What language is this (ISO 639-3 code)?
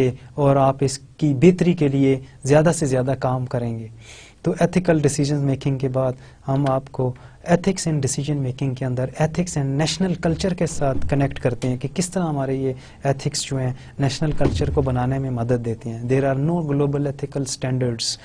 urd